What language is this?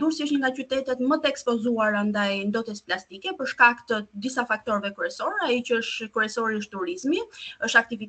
Albanian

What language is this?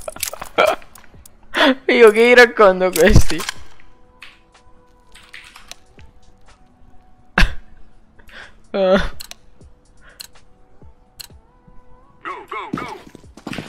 Italian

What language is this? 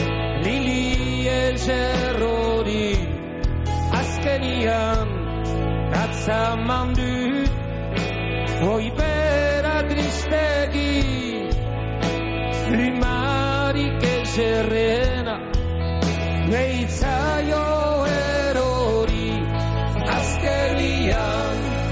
Basque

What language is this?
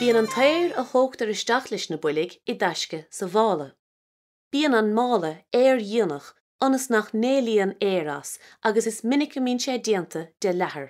Irish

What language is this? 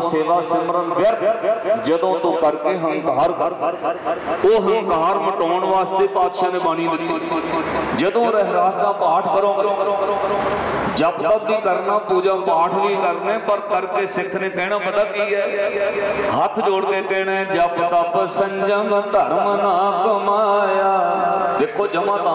Punjabi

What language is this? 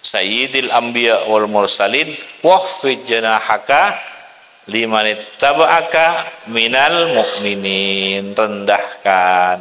Madurese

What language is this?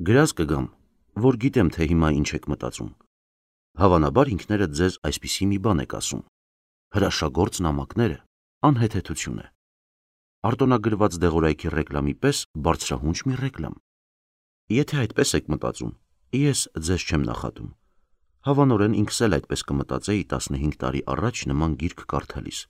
Armenian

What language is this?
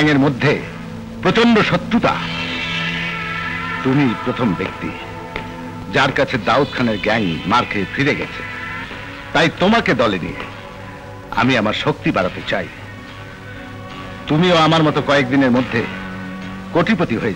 Bangla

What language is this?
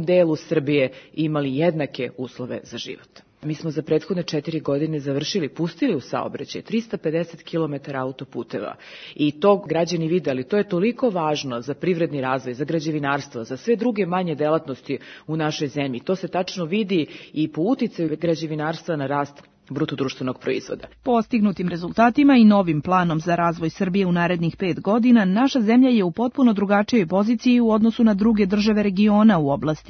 Serbian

